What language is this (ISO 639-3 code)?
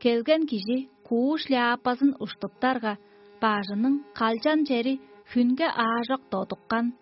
tyv